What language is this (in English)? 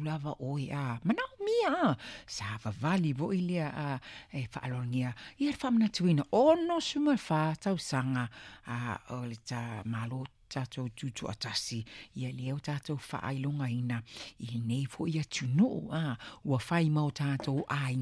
Samoan